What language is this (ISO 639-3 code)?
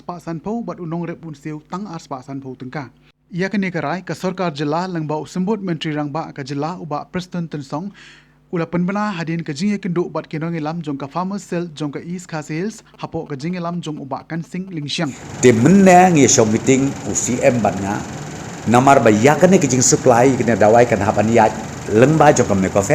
kha